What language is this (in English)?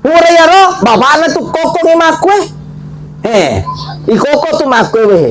Buginese